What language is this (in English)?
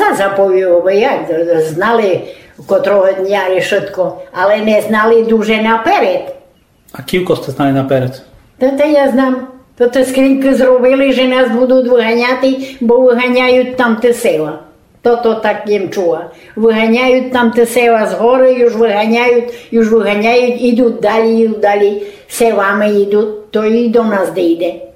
Rusyn